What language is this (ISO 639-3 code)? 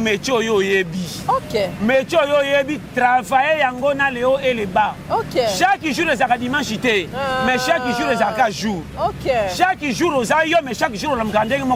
lin